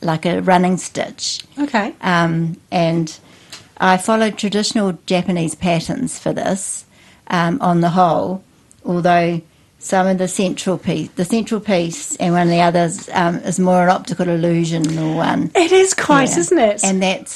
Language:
English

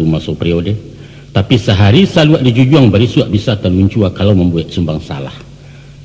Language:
Minangkabau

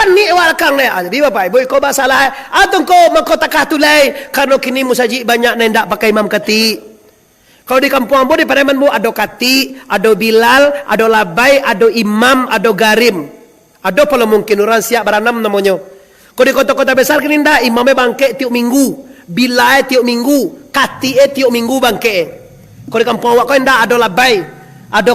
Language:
Minangkabau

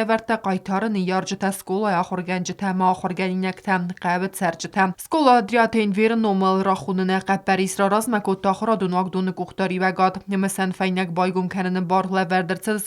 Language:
Ossetic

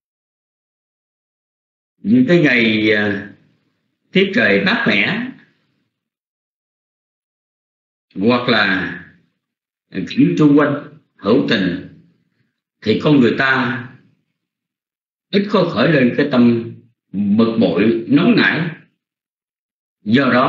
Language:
Vietnamese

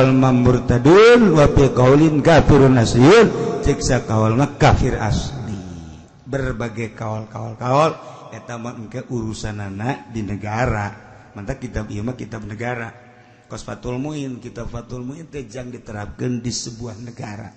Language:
Sundanese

